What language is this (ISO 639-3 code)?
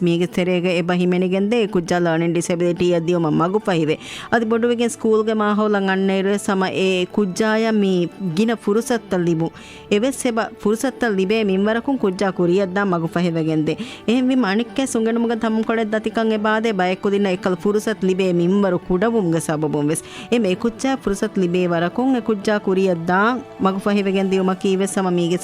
div